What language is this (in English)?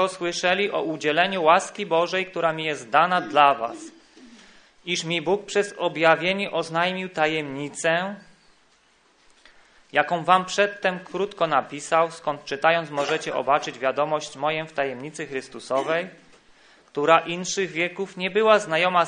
Polish